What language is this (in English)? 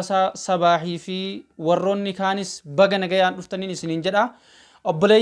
Oromo